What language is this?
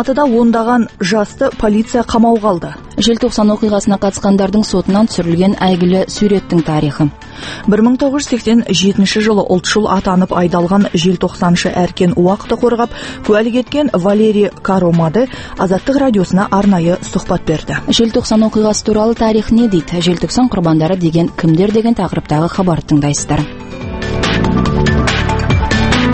Kazakh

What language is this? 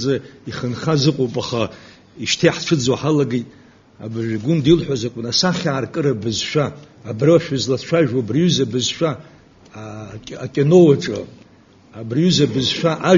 Abkhazian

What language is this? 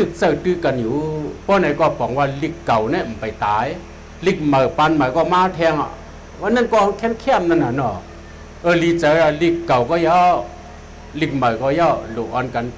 Shan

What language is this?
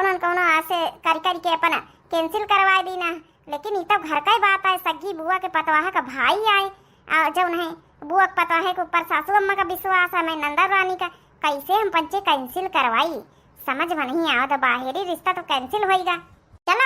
Awadhi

